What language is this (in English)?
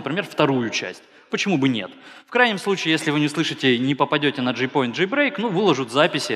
Russian